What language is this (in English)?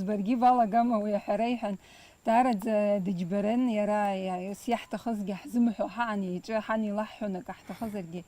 Abkhazian